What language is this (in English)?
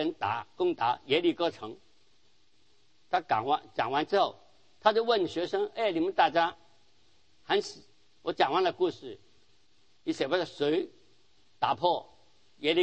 Chinese